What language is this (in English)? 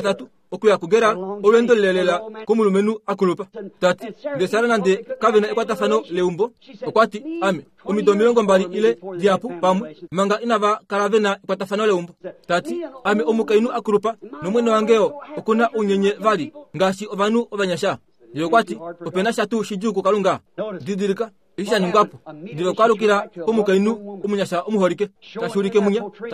Kuanyama